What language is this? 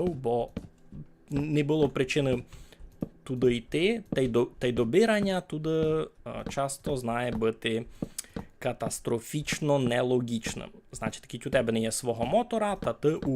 Rusyn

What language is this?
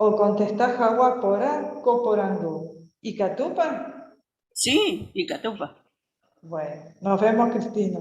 Guarani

